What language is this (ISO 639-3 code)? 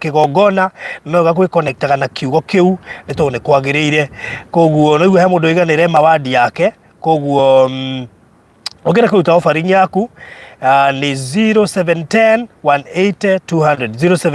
kik